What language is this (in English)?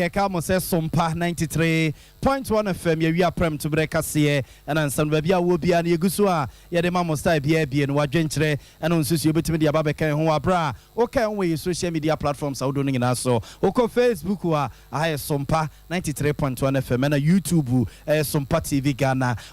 Akan